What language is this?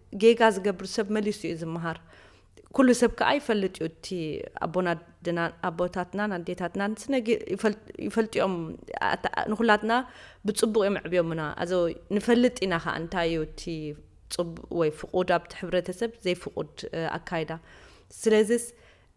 Tigrinya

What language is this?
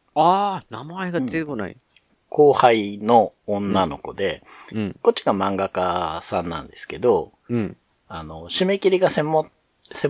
Japanese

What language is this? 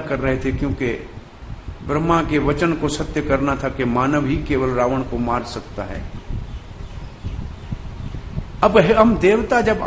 Hindi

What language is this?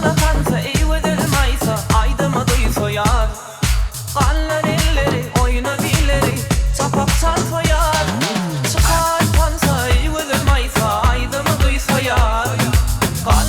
Turkmen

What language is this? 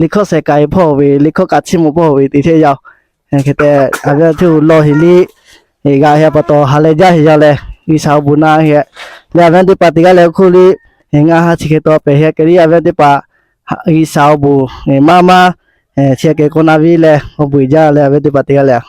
Lahu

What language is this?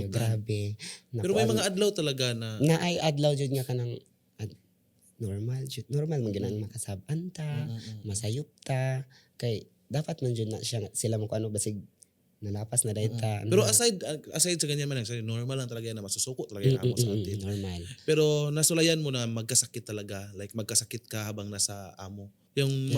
Cebuano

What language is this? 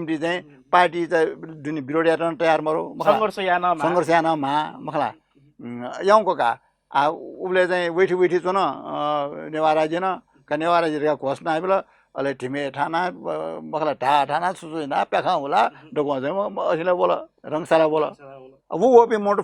Newari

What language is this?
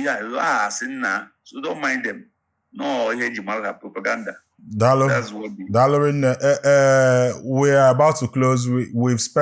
Igbo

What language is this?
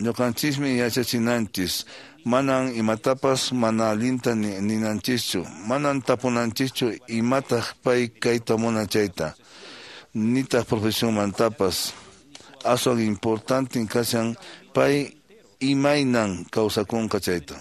Quechua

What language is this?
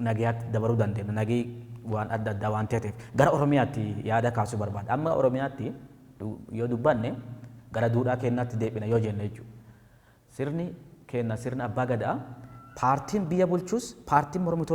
Oromo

